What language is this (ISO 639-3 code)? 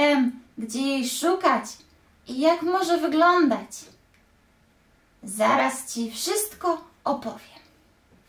pol